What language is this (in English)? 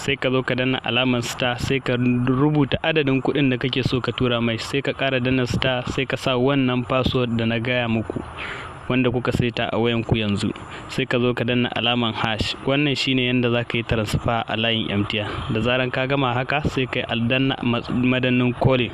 Hausa